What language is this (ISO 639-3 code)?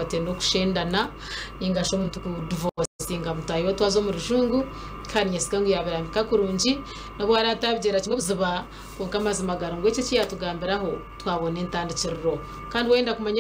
nyn